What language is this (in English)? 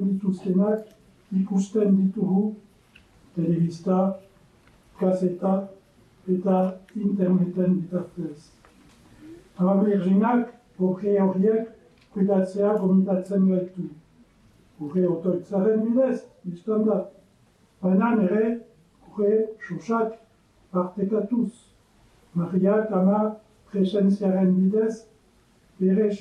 Basque